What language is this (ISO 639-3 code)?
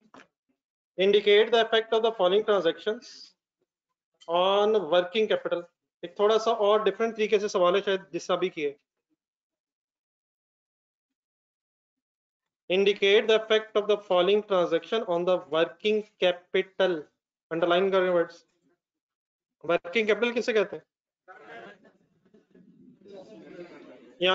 hin